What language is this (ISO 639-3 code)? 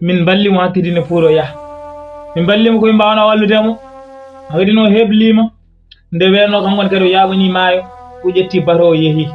ful